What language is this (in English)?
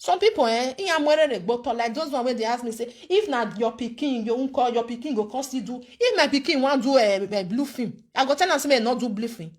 Nigerian Pidgin